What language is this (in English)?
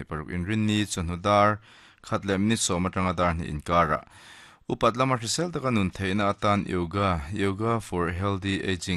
Mizo